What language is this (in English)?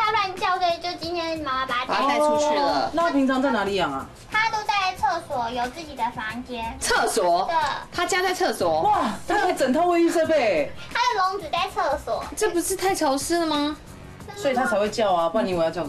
Chinese